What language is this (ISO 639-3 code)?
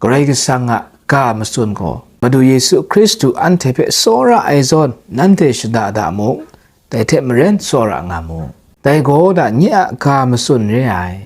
kac